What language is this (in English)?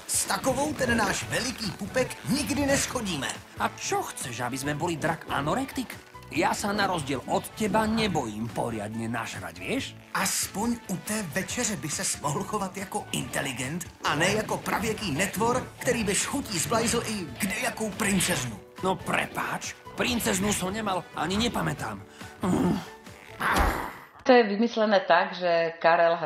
Slovak